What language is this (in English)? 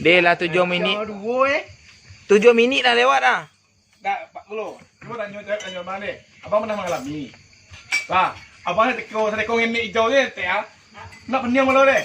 Minangkabau